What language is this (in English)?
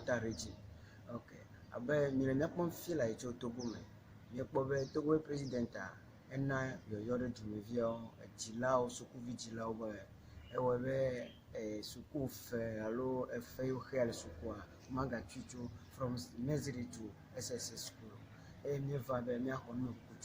Ewe